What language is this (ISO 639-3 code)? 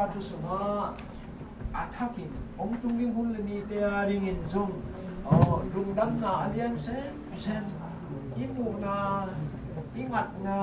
ctd